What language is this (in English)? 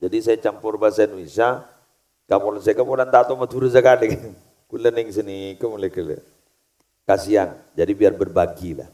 Madurese